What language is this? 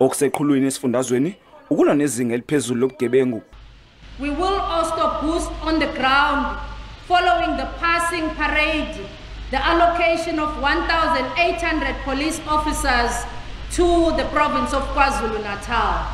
Zulu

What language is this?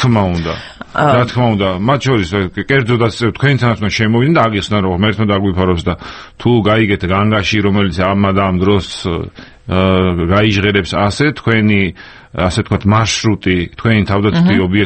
Georgian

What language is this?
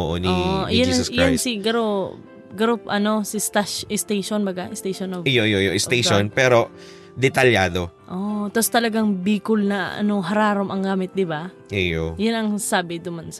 Bikol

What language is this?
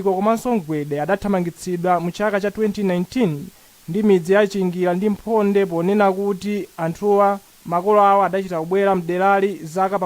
Nyanja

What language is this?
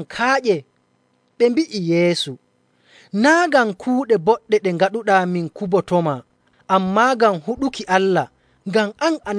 Nigerian Fulfulde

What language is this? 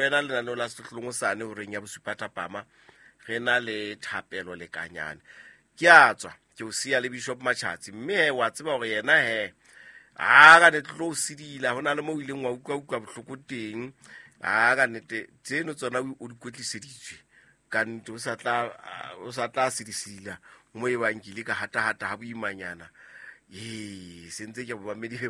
Southern Sotho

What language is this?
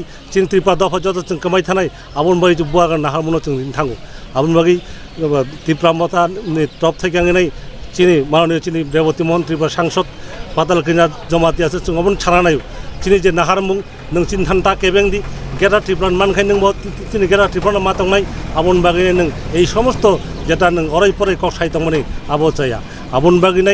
Kok Borok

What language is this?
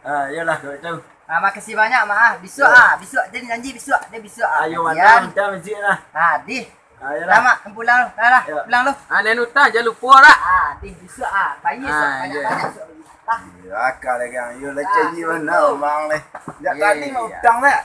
Minangkabau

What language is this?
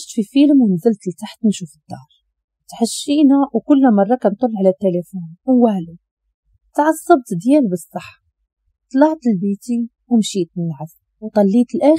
Moroccan Arabic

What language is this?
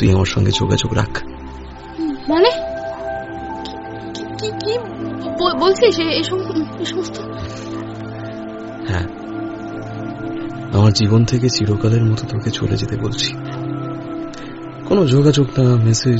Bangla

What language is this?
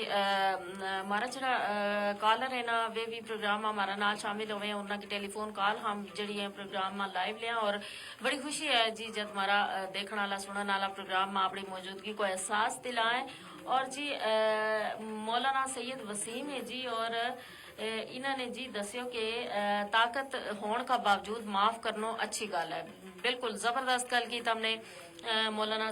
Gujari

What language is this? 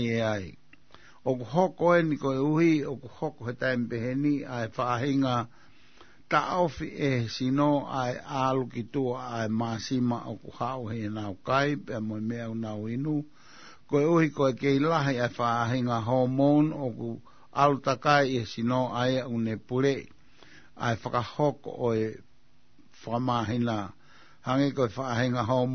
Tongan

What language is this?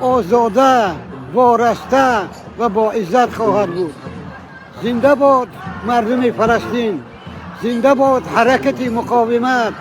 Tajik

